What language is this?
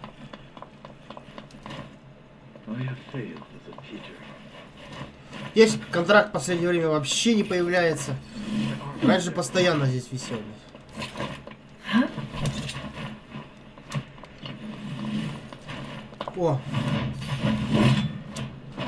Russian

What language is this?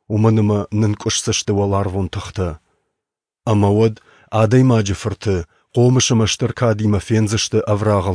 Ossetic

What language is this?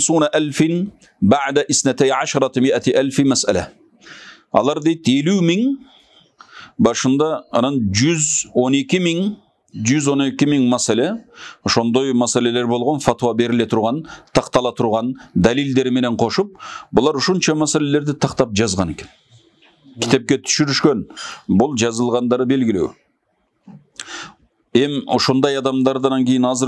Kyrgyz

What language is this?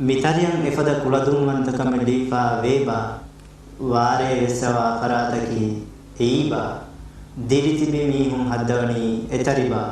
Divehi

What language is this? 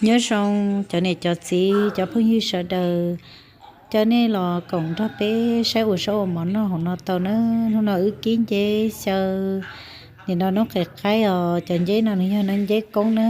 Hmong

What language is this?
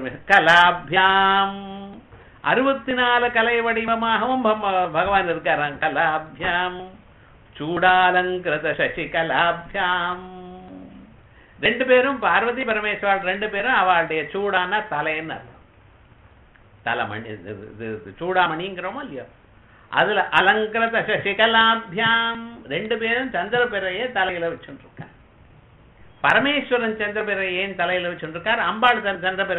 Tamil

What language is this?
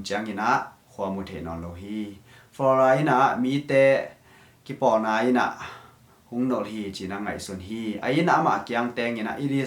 Tedim Chin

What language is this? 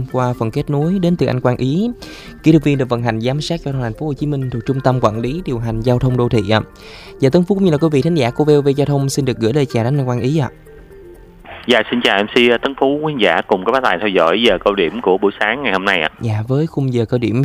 Vietnamese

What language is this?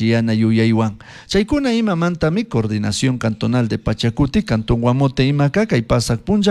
Chimborazo Highland Quichua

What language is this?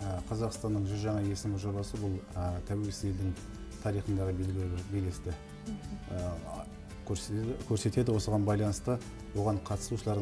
Kazakh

